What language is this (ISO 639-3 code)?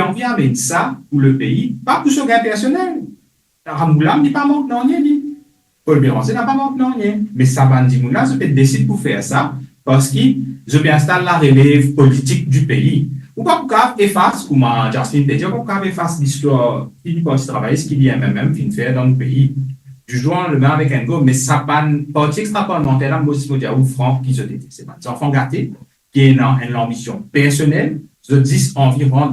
mfe